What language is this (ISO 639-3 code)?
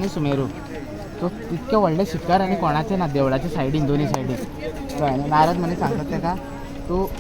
kok